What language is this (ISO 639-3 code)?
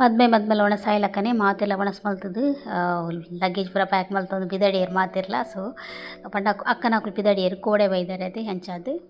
tcy